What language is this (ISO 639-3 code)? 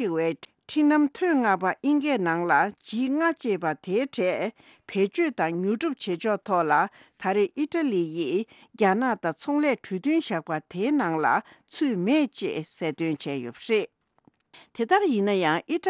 bod